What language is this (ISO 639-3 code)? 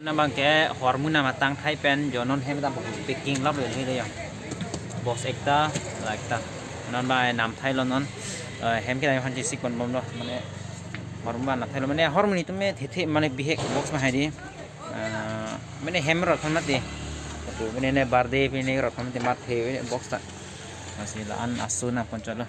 mjw